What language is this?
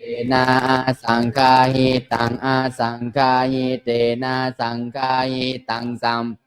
Pali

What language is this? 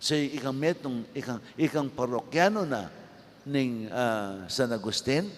Pampanga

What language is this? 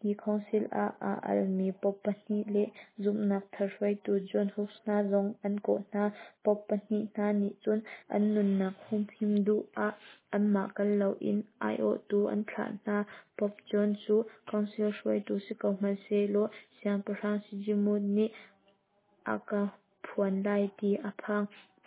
Hakha Chin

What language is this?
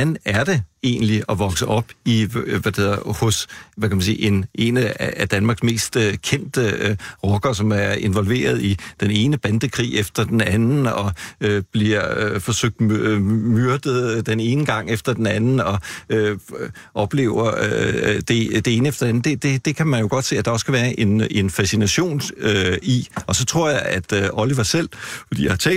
Danish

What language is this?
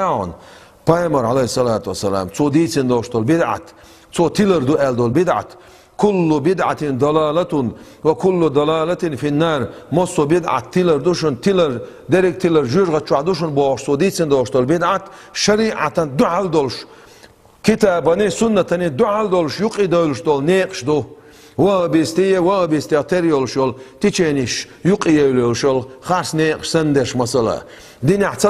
Chechen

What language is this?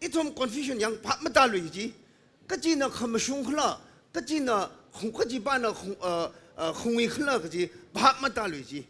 Tangkhul Naga (India)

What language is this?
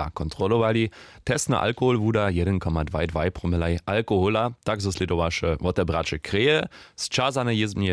Upper Sorbian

